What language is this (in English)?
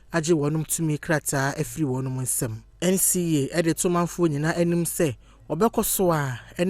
Akan